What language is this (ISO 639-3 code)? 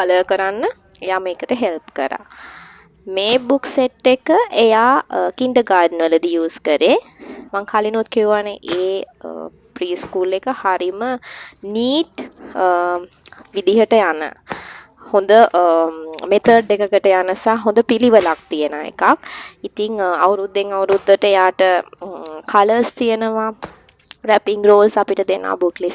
sin